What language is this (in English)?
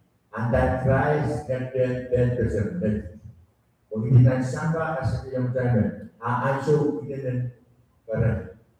Pohnpeian